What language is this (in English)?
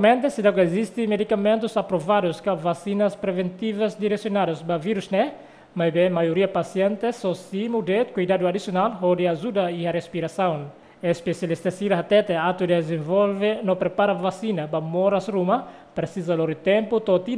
Tetum